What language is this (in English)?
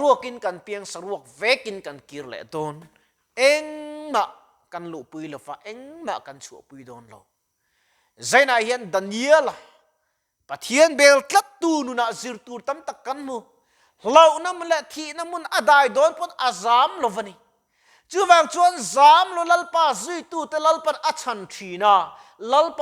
Mizo